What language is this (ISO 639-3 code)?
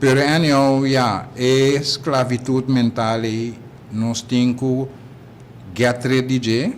pap